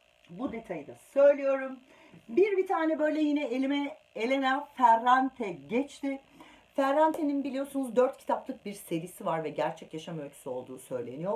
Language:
Turkish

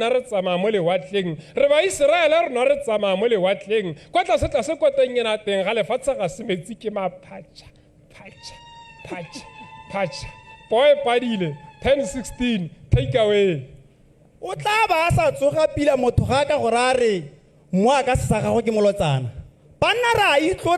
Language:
Tswana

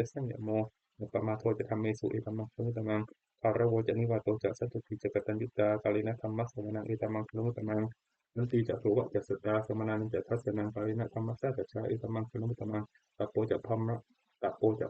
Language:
Pali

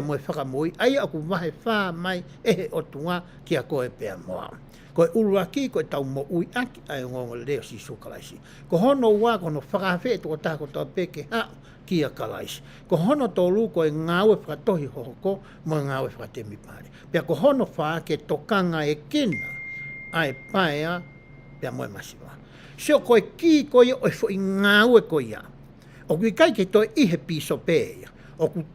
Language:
Tongan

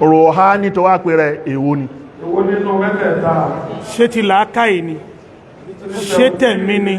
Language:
Yoruba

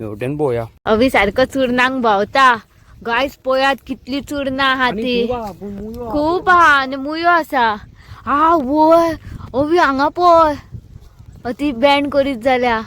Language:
Konkani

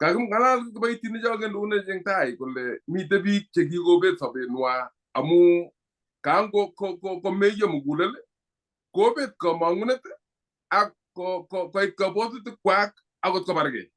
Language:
Kalenjin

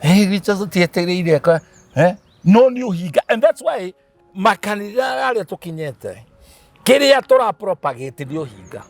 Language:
Kikuyu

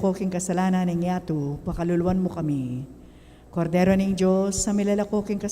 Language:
Pampanga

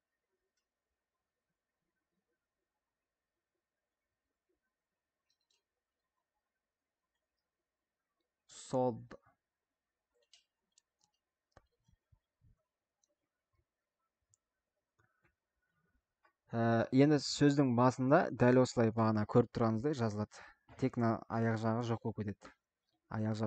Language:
Kazakh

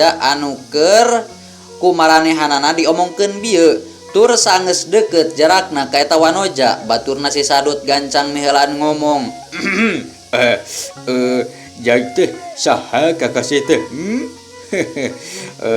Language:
Sundanese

